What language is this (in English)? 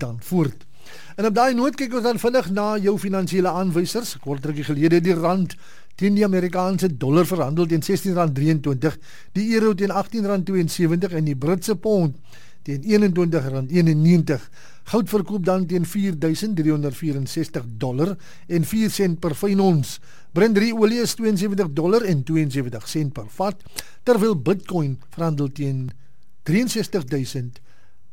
Afrikaans